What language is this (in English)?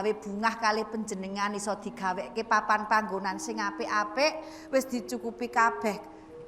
Javanese